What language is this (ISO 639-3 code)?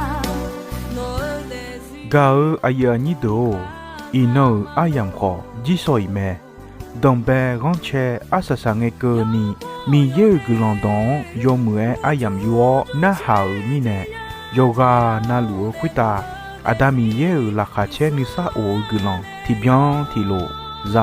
ahk